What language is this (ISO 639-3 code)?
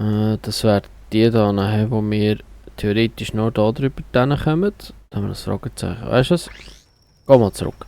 gsw